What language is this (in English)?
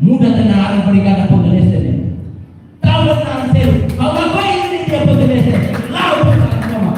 Tetum